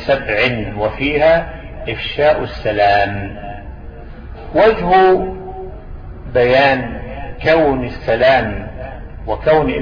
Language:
Arabic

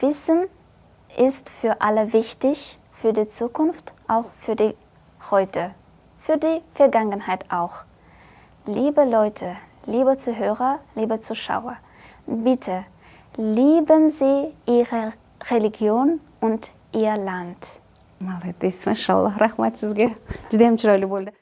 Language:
Uzbek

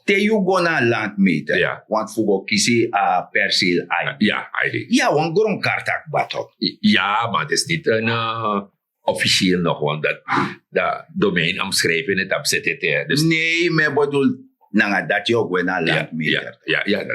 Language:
Sranan Tongo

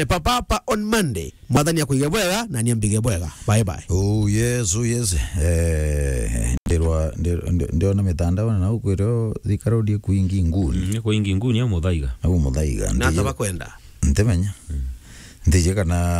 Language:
Meru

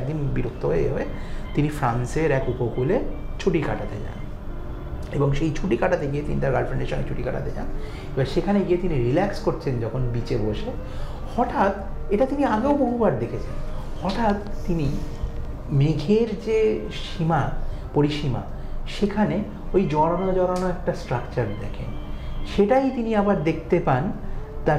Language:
Bangla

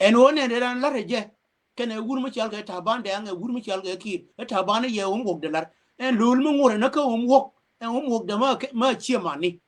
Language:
Nuer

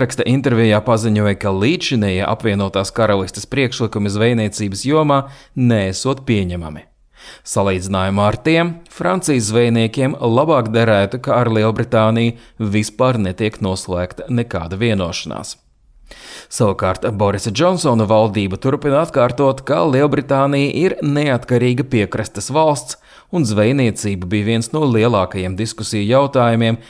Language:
Latvian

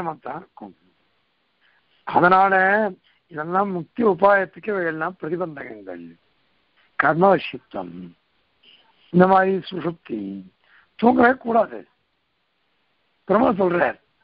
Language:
Tamil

